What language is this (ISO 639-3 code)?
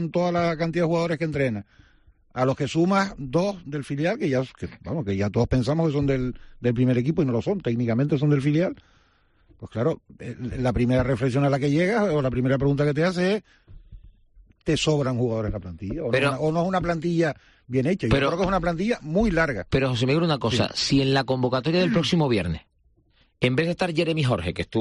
spa